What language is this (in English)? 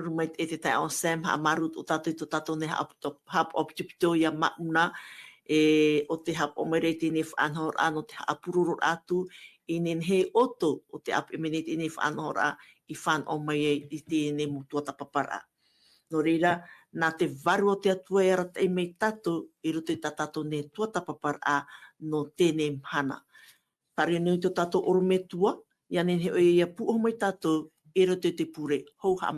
Tahitian